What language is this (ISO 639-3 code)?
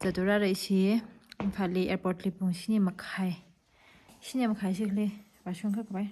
nmf